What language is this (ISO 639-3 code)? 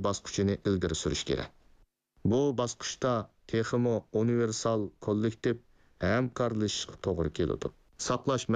uig